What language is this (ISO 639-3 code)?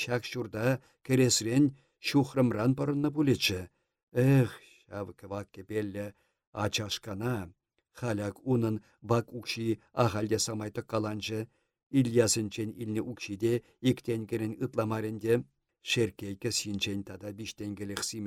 chv